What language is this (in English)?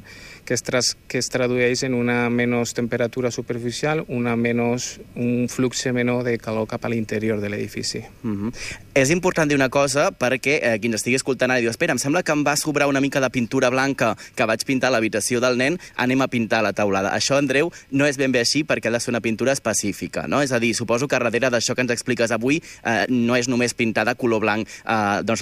Catalan